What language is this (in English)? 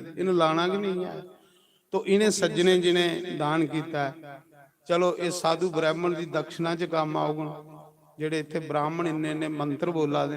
Dogri